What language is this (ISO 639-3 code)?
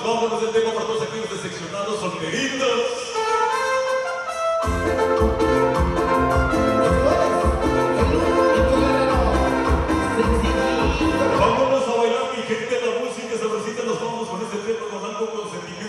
spa